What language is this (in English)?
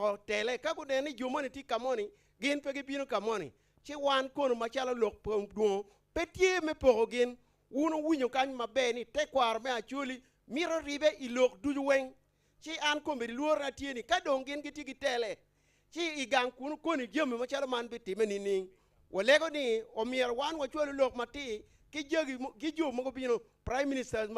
Acoli